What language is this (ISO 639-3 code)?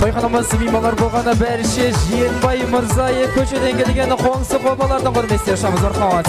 kaa